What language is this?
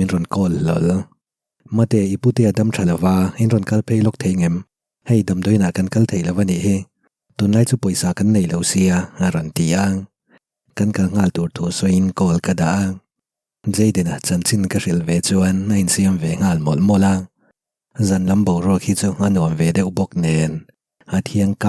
Mizo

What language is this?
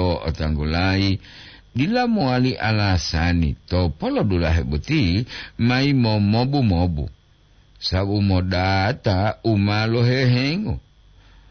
Gorontalo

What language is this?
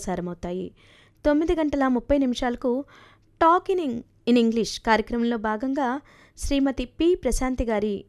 Telugu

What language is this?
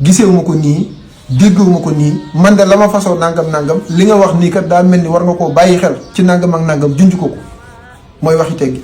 Wolof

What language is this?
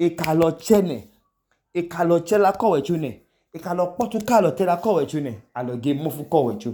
Idoma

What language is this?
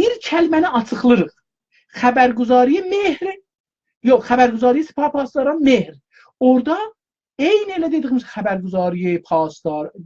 South Azerbaijani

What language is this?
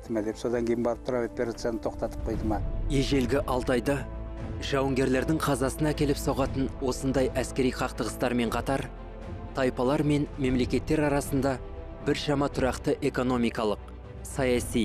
Kazakh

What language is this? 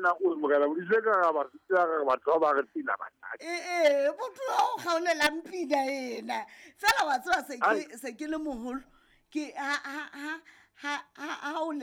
Southern Sotho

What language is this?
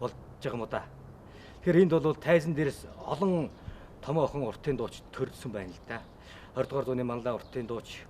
Mongolian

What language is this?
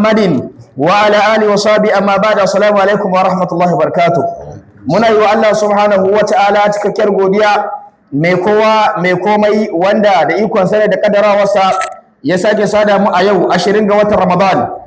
Hausa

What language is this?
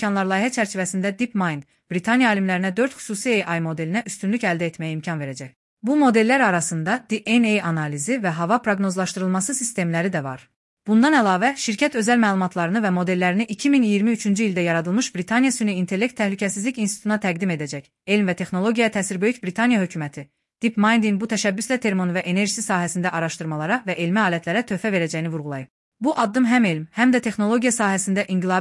Azerbaijani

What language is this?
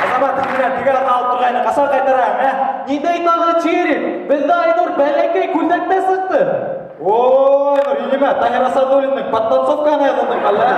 Bashkir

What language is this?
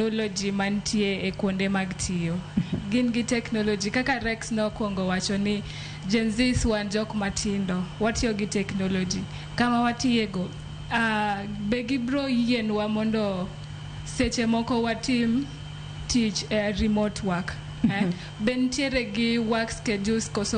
Luo (Kenya and Tanzania)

